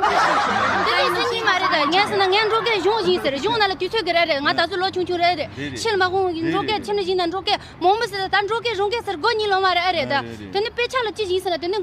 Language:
Tibetan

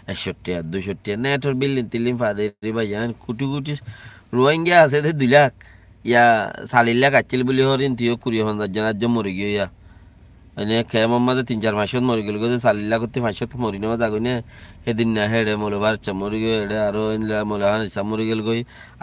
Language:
Rohingya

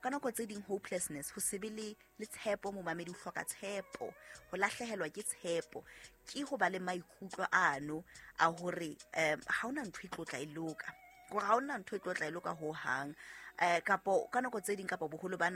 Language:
Southern Sotho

